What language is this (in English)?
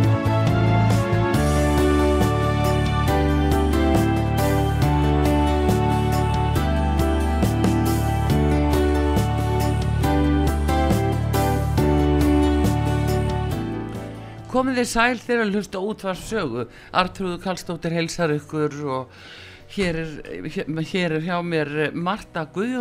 Icelandic